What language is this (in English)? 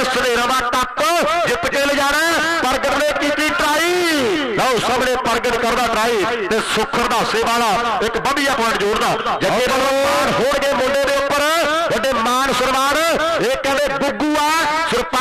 Punjabi